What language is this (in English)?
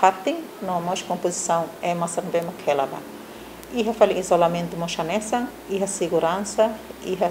Tetum